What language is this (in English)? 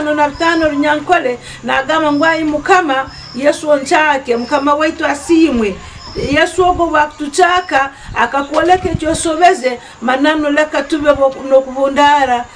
Nyankole